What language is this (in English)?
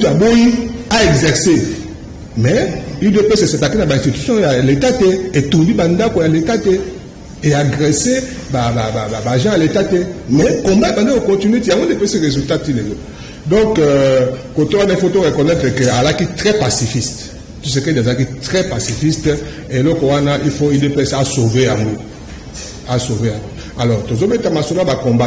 Lingala